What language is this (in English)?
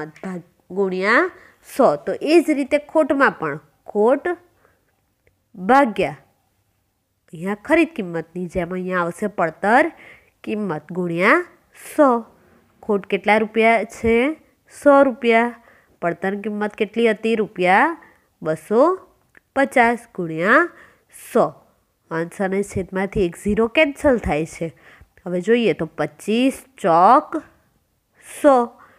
Gujarati